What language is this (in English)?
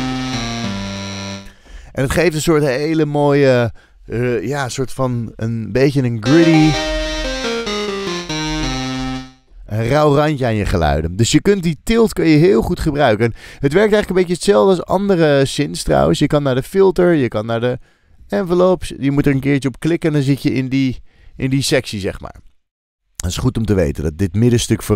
Dutch